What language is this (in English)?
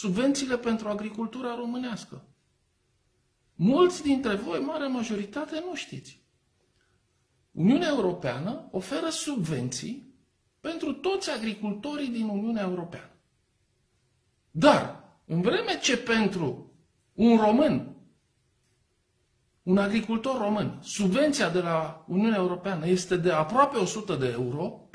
Romanian